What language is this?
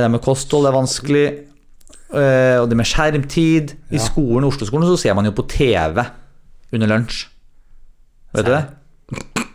Norwegian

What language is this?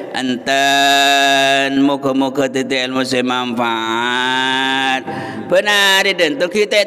Malay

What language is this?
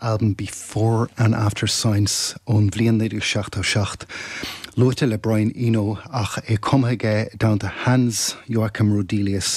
Irish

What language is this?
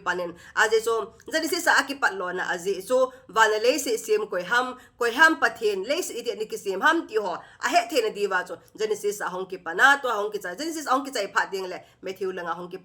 Thado Chin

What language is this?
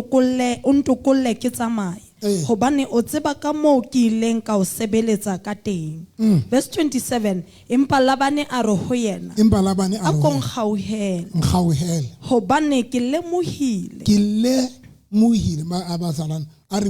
Southern Sotho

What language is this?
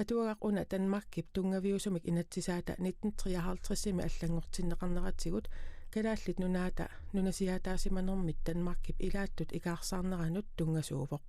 Kalaallisut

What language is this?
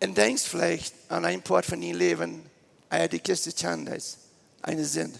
Plautdietsch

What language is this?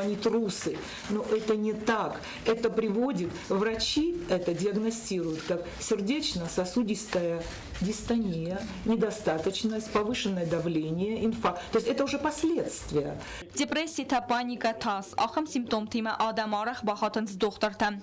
Ossetic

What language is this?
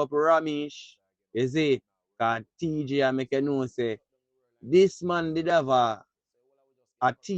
Jamaican Creole English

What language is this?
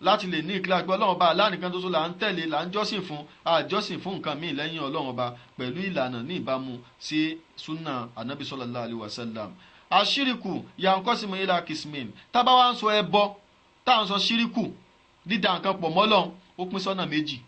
Yoruba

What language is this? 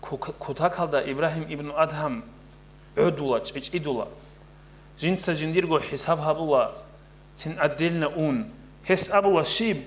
Avaric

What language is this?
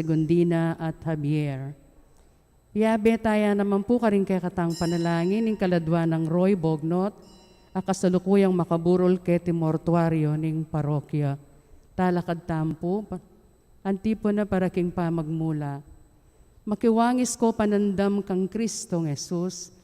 Pampanga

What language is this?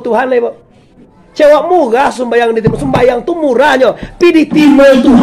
Minangkabau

